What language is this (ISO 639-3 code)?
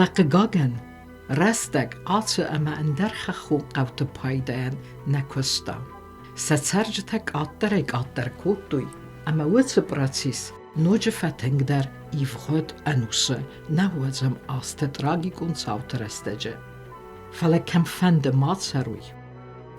oss